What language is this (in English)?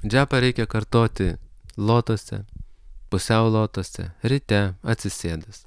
Lithuanian